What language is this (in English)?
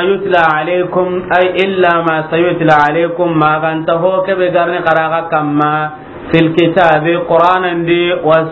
Soninke